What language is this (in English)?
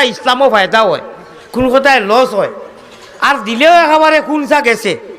Sylheti